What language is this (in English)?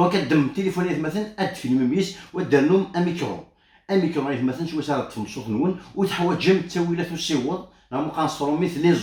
Kabyle